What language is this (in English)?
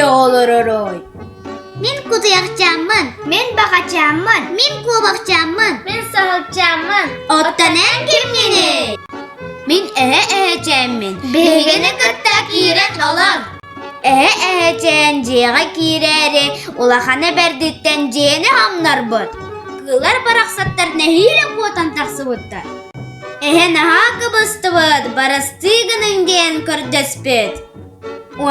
Yakut